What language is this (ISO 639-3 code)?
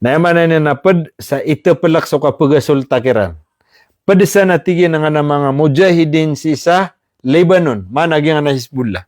mrw